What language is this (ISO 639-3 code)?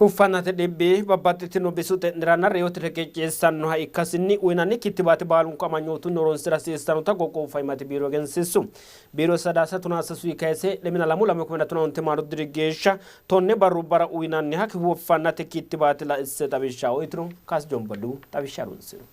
sid